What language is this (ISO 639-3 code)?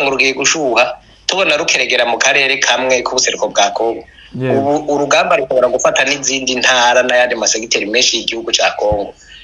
kin